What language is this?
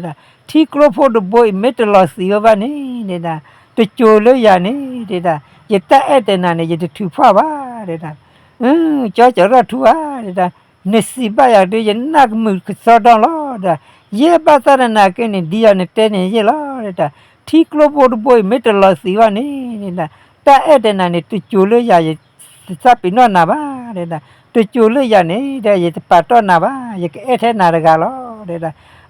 S'gaw Karen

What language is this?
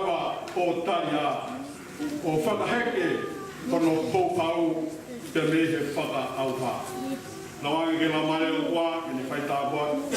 Tongan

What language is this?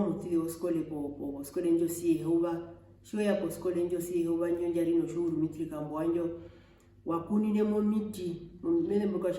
Herero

